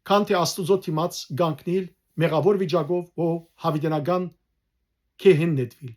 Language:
Western Armenian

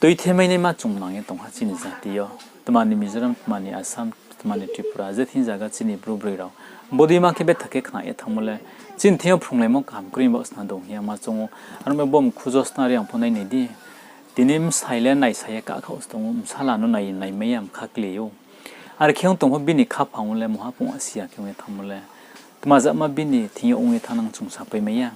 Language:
Riang (India)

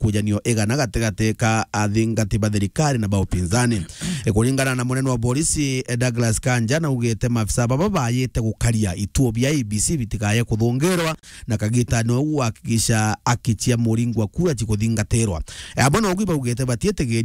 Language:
Meru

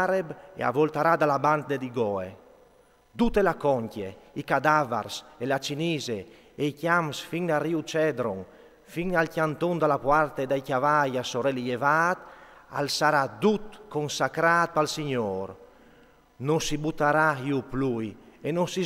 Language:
Friulian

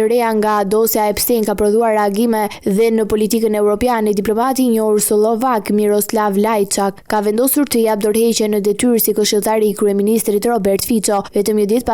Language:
Albanian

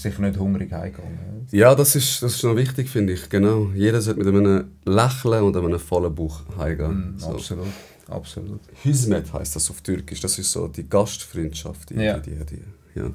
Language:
Swiss German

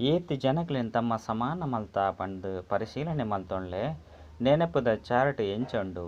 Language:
Tulu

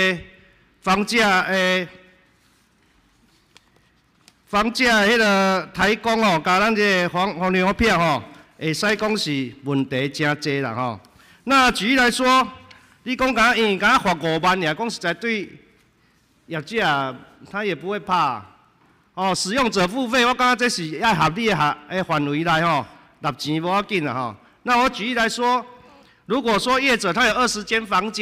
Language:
Chinese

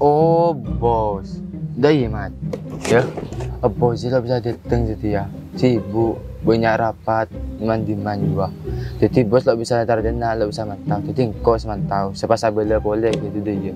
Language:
Madurese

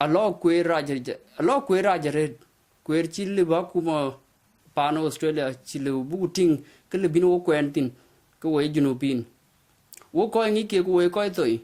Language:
Dinka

